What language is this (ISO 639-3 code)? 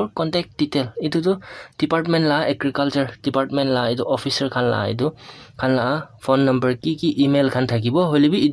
nag